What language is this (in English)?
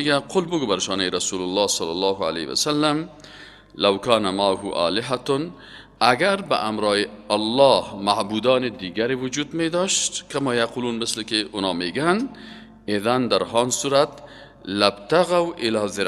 Persian